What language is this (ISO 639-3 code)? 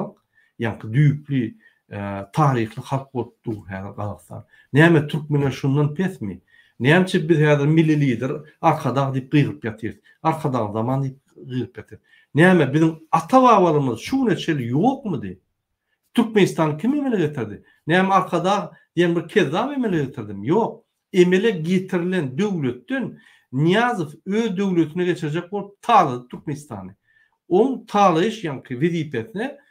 tuk